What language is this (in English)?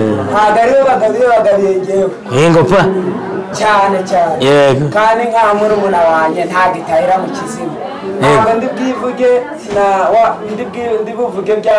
Kinyarwanda